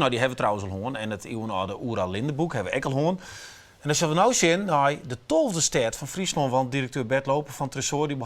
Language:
Western Frisian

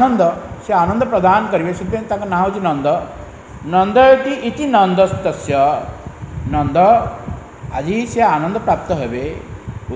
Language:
Odia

